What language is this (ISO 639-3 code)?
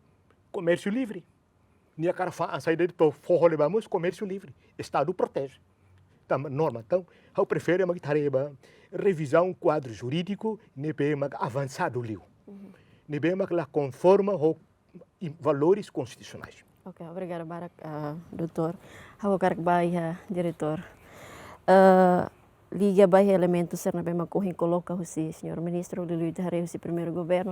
tet